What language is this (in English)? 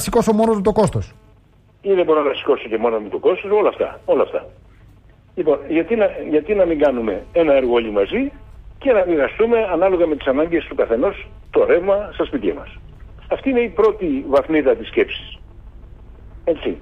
Greek